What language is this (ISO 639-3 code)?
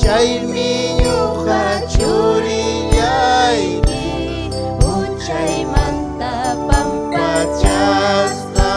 quy